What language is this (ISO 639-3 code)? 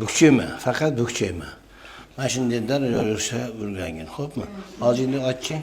uzb